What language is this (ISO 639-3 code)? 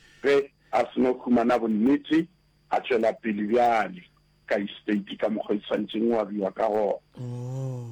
nso